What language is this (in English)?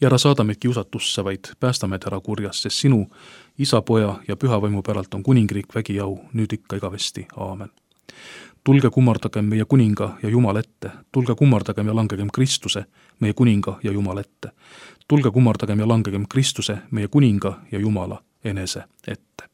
Estonian